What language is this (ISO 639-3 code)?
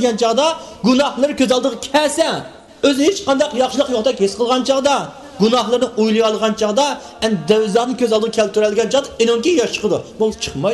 uig